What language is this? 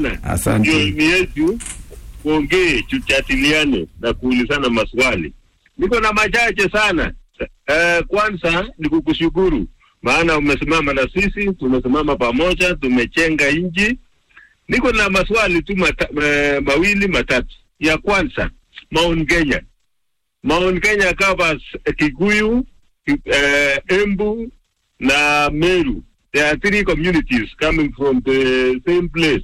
Swahili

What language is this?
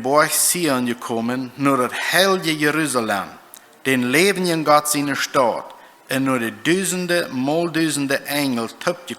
Plautdietsch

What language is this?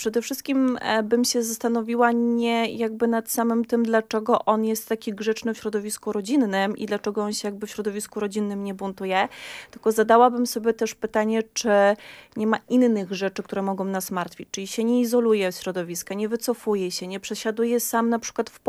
Polish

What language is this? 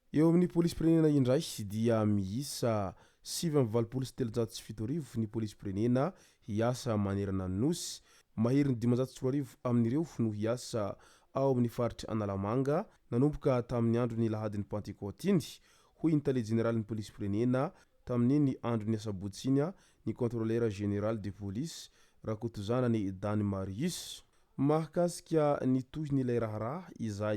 Malagasy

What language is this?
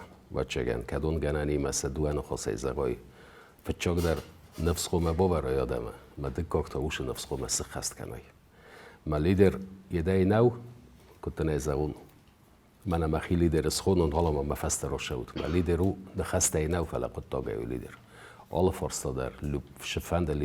Ossetic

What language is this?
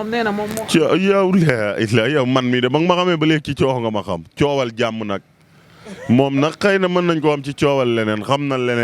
Wolof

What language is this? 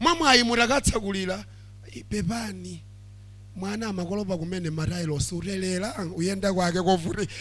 Nyanja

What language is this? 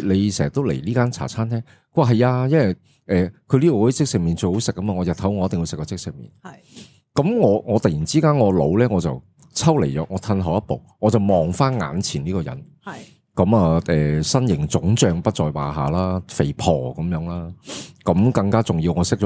Cantonese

